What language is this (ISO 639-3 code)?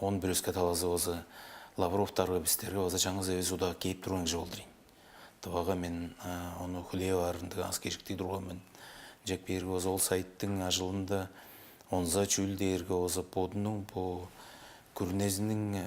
tyv